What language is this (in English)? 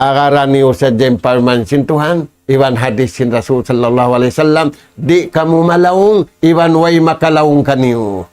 Tausug